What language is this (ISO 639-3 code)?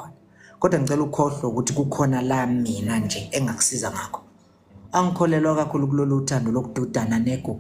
zul